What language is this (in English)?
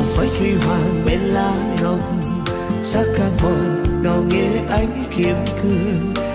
Vietnamese